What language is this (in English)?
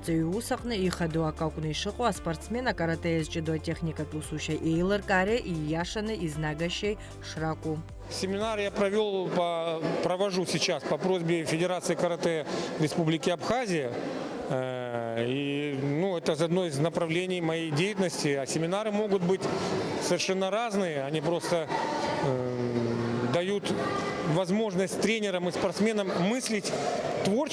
Abkhazian